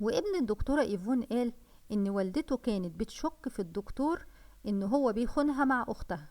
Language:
Egyptian Arabic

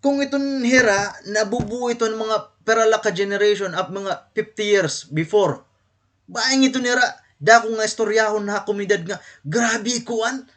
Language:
Waray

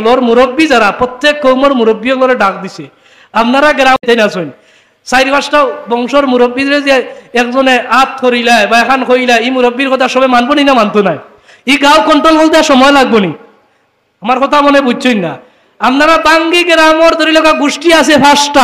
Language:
Sylheti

